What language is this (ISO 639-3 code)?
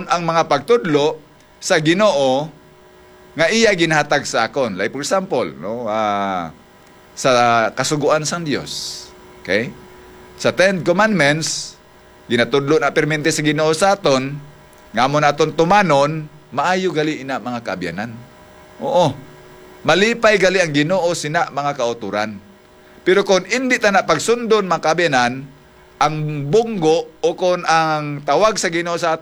hil